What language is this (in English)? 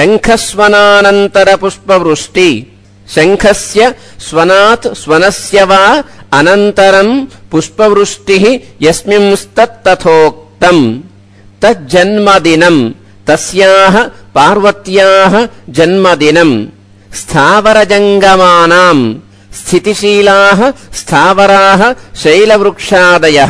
Sanskrit